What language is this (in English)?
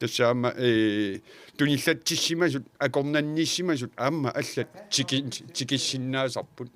Kalaallisut